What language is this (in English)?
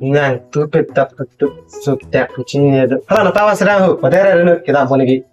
Karbi